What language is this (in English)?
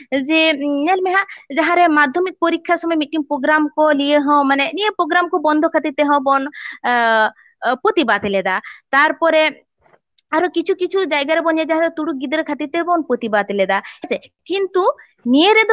Santali